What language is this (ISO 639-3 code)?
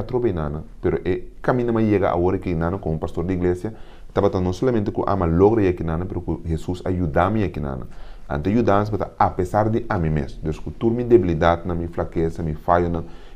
pap